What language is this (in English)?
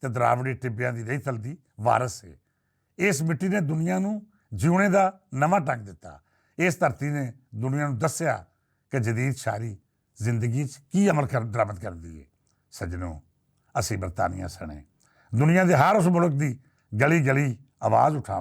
Western Panjabi